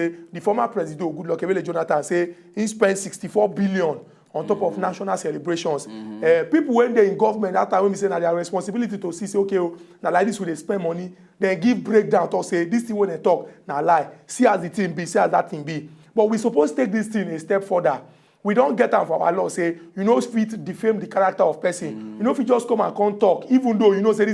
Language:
Nigerian Pidgin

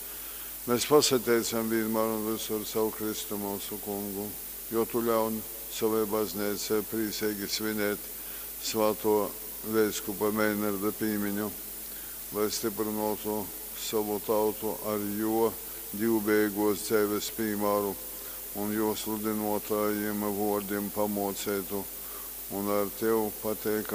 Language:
Latgalian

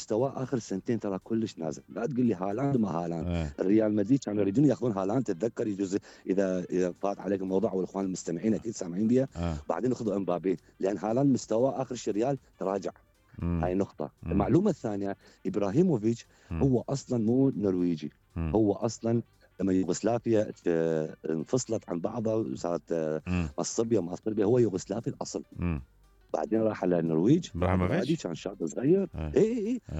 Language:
Mesopotamian Arabic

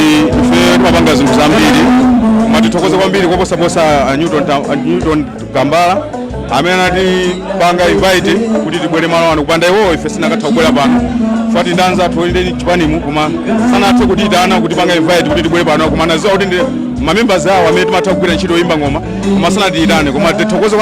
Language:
Nyanja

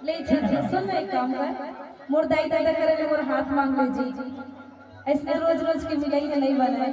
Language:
Chhattisgarhi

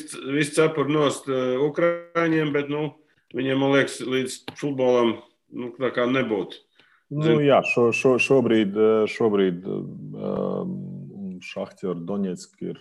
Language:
Latvian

